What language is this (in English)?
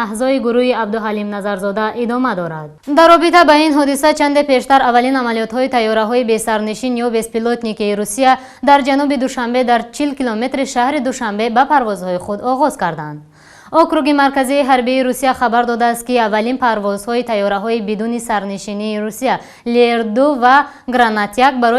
Tajik